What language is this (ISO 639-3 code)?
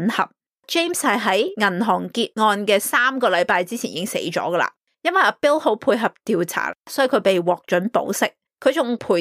yue